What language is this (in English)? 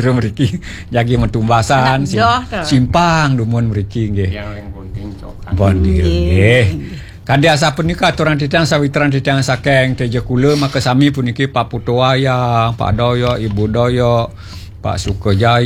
Balinese